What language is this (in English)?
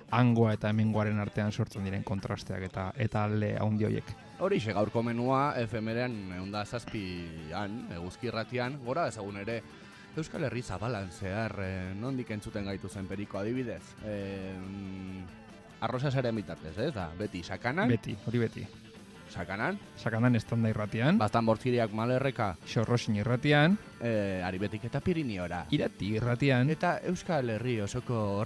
Basque